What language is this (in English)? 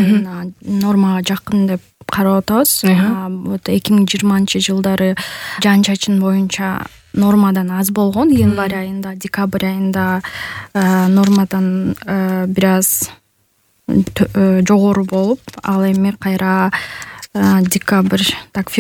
Kyrgyz